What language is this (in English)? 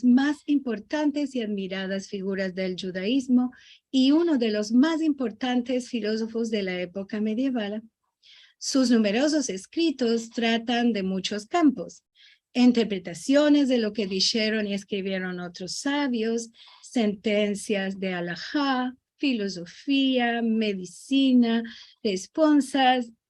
Ladino